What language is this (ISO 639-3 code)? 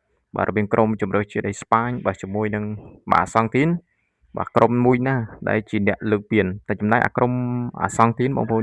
khm